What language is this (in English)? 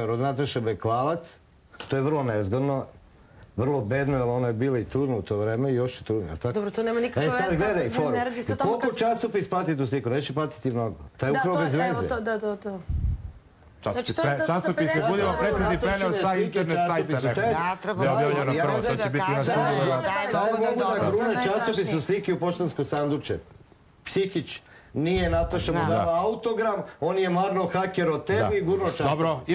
Serbian